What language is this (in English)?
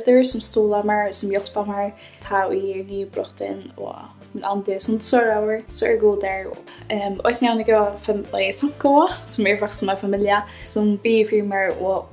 Faroese